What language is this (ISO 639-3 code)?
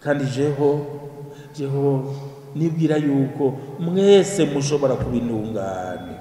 run